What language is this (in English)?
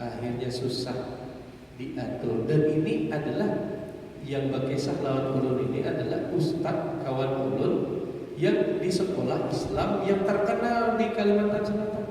Banjar